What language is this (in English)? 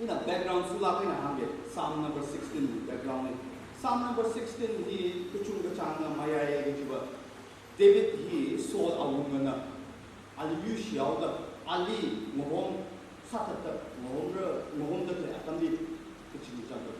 Tangkhul Naga (India)